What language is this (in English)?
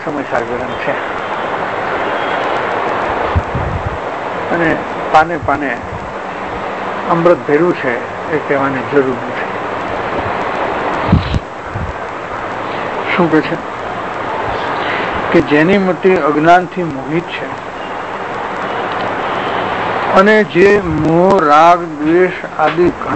Gujarati